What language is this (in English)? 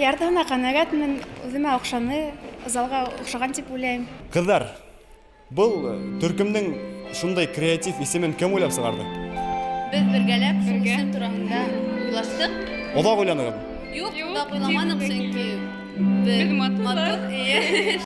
Bashkir